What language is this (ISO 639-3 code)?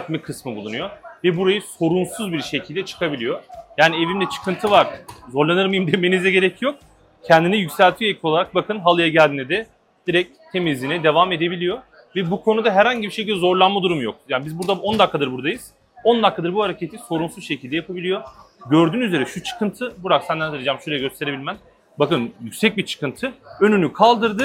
tur